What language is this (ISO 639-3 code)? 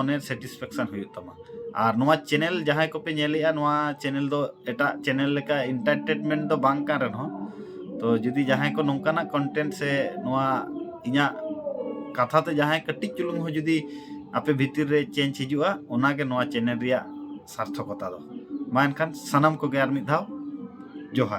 sat